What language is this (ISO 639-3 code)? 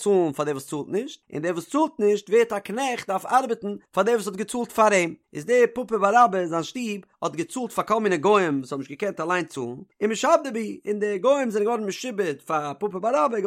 yid